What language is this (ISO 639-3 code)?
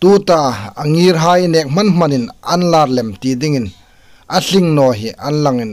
hmr